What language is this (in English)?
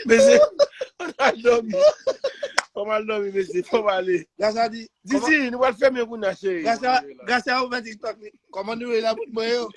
Haitian Creole